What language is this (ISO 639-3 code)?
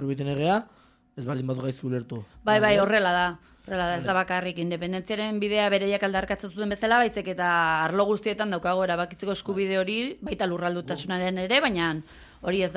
eus